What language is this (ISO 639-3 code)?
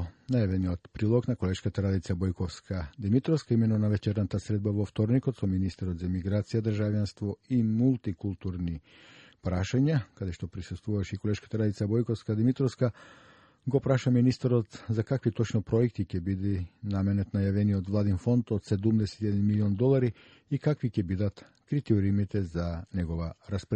mkd